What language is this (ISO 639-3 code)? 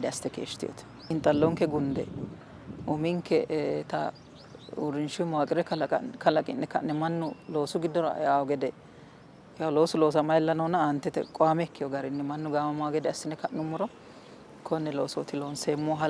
sid